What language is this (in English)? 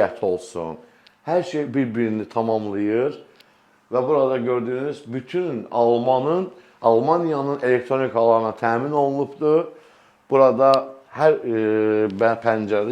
Azerbaijani